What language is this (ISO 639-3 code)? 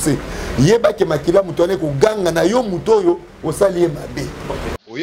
lin